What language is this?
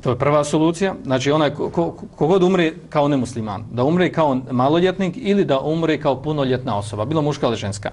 Bosnian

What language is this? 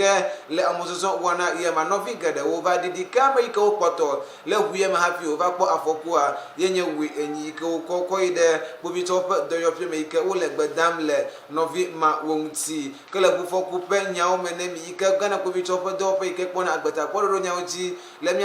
Ewe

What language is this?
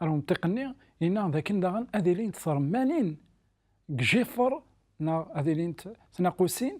Kabyle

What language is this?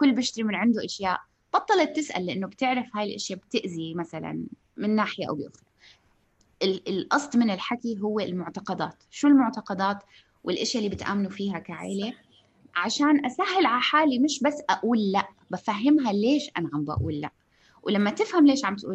North Levantine Arabic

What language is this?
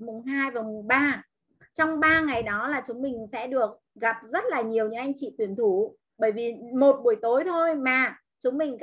Vietnamese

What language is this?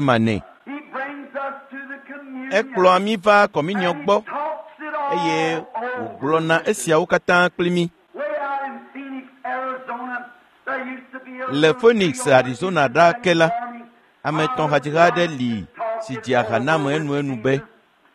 Ewe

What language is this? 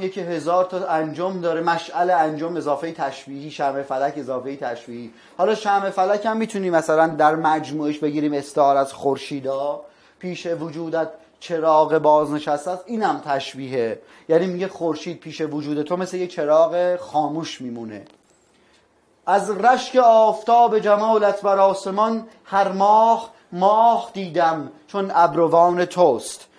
Persian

